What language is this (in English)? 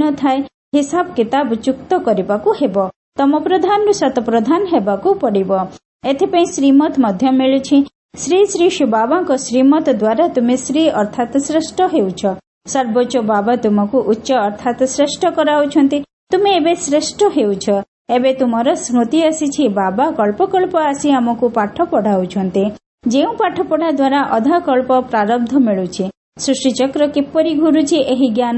Odia